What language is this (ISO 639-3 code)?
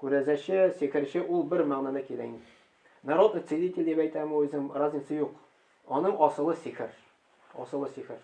tat